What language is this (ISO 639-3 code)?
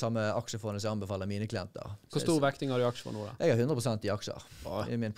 nor